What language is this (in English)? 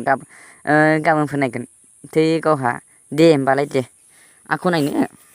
Bodo